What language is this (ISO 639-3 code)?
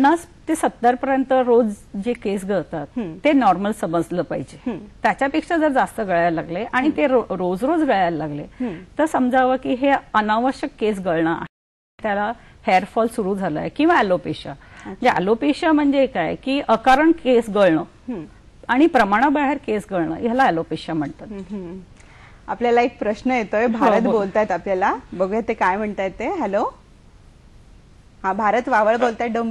mar